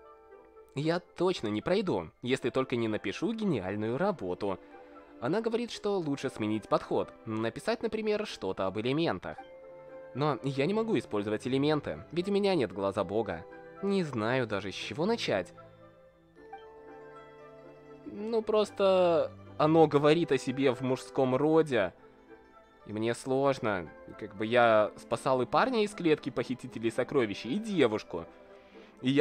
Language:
Russian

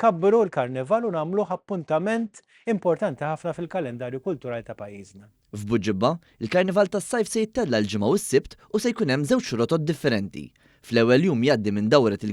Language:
Maltese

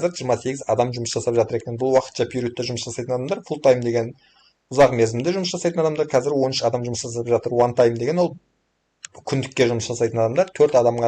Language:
Kazakh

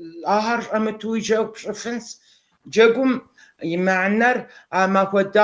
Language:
Kabardian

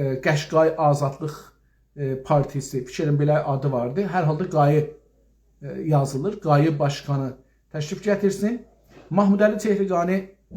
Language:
South Azerbaijani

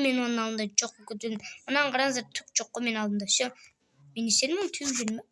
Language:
Kazakh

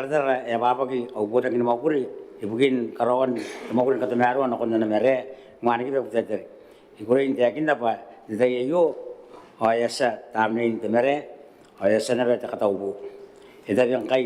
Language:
Gilbertese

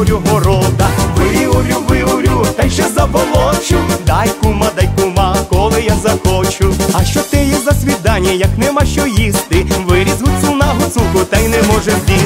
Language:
Ukrainian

